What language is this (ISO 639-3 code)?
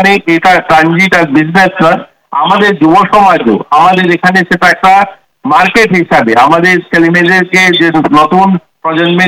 ben